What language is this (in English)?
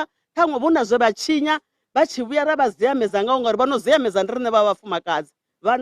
Venda